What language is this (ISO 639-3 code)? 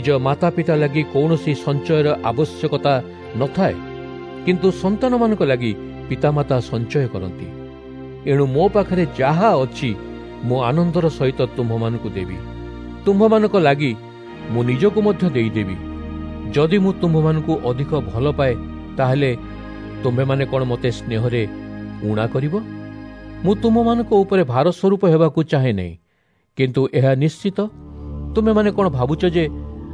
ori